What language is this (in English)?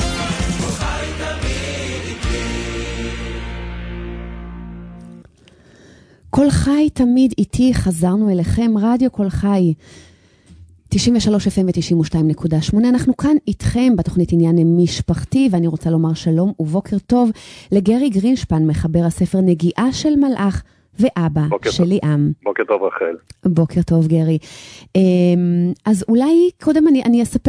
Hebrew